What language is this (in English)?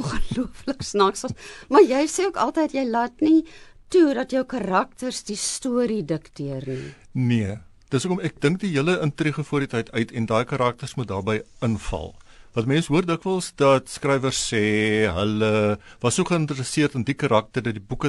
Afrikaans